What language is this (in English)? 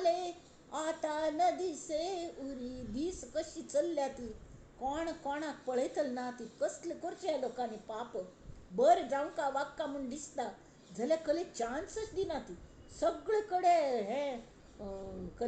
Konkani